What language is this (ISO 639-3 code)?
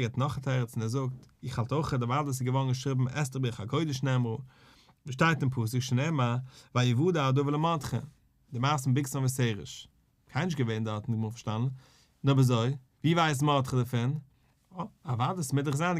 yid